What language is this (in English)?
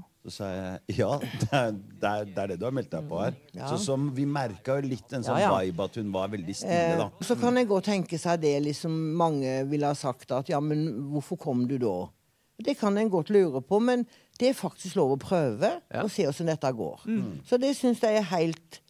Norwegian